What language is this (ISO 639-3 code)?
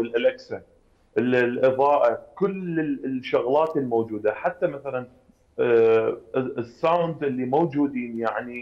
acm